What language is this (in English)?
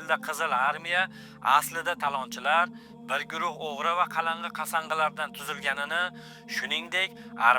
Uzbek